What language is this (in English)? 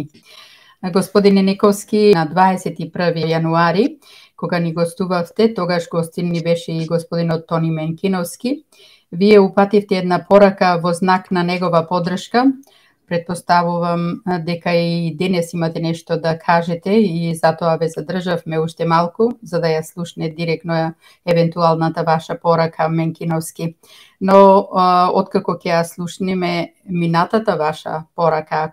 Macedonian